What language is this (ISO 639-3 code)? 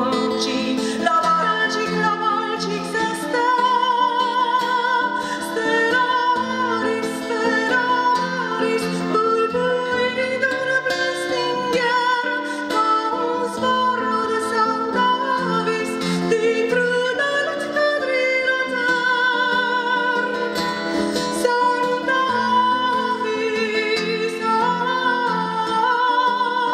ron